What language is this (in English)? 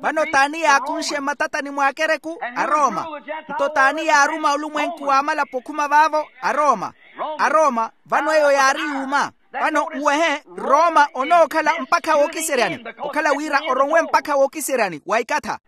Makhuwa